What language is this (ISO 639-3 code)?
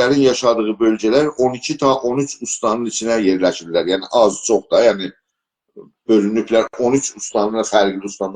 azb